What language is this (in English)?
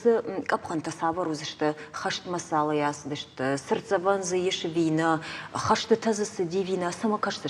Ossetic